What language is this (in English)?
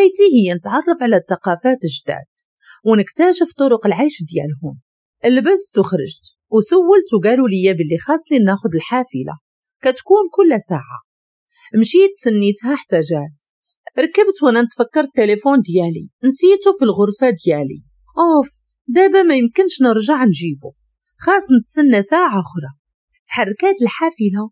Moroccan Arabic